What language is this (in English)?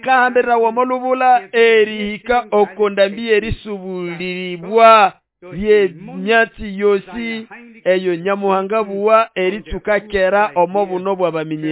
Nande